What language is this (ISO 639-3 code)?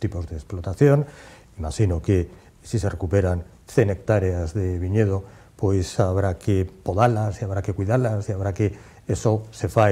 glg